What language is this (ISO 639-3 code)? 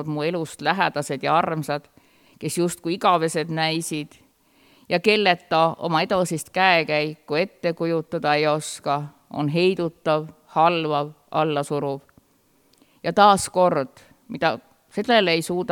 est